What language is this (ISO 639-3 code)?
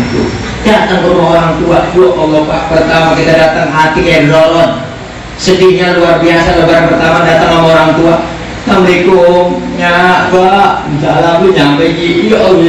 bew